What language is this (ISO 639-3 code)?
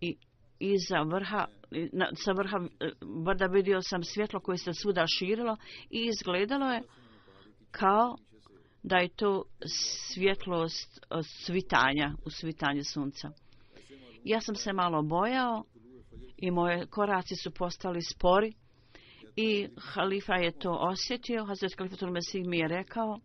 bos